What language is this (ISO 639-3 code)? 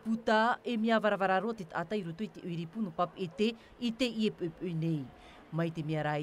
tah